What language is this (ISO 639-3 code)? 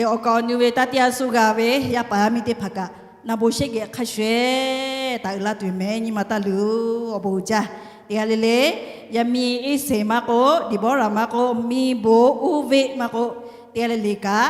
lhu